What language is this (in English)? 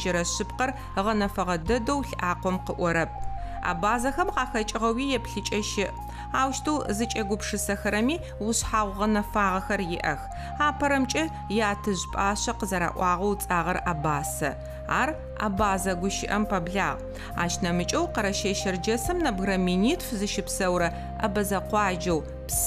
Adyghe